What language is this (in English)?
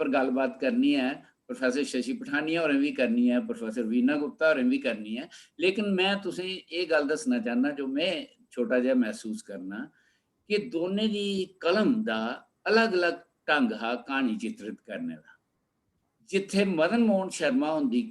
Dogri